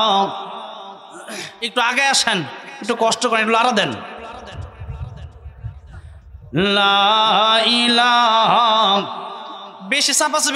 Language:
Bangla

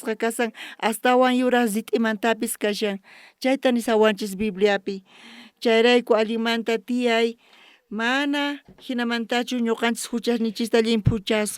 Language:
South Bolivian Quechua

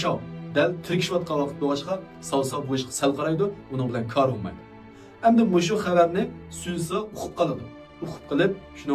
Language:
Uyghur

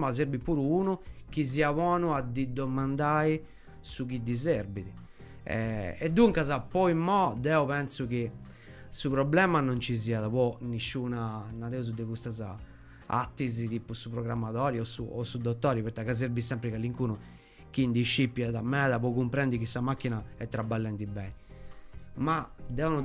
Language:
Sardinian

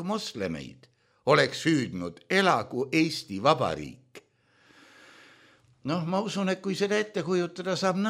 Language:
Estonian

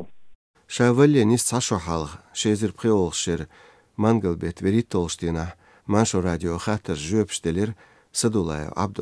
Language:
Chechen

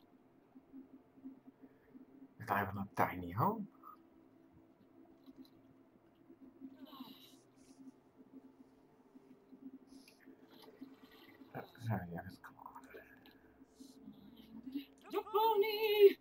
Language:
Dutch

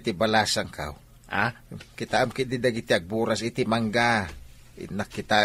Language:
Iloko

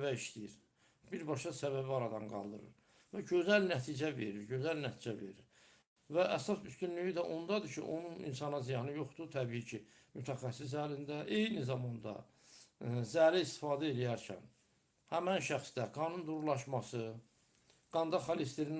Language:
Azerbaijani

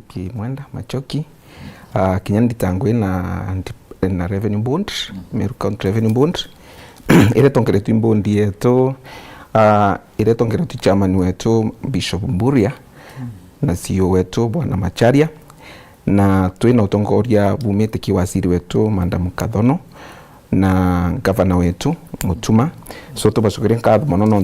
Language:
Meru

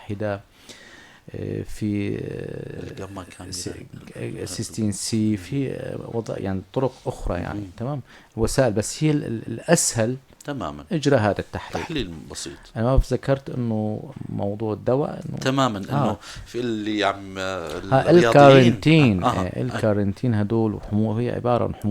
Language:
North Levantine Arabic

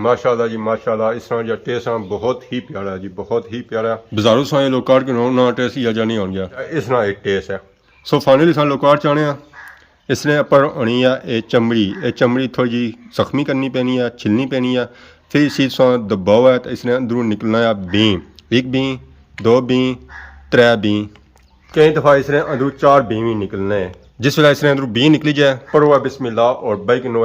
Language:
Pahari-Potwari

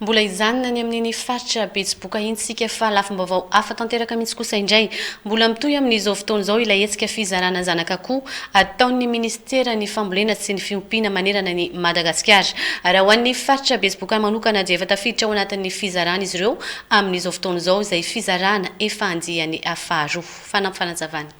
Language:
Malagasy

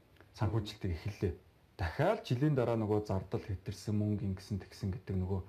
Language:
Mongolian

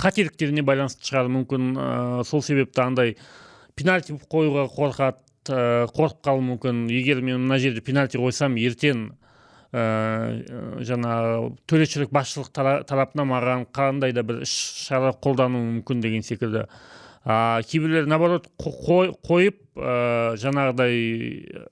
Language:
Kazakh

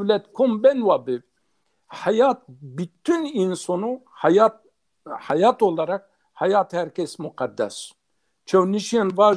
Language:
Zaza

